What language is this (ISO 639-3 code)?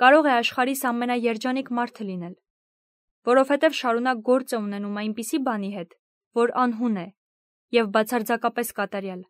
hye